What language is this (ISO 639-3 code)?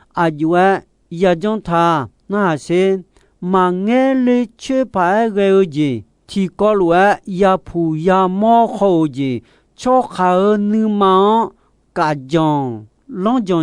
ahk